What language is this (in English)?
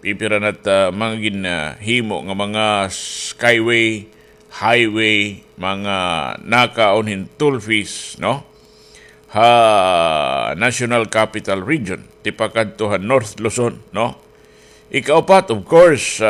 Waray